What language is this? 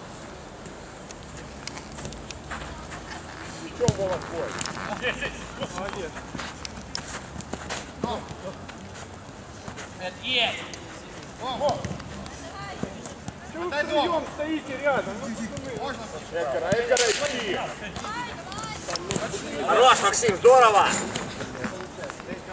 Russian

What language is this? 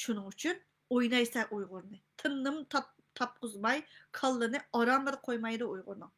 Uyghur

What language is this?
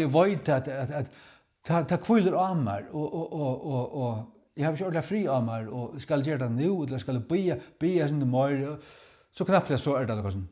Faroese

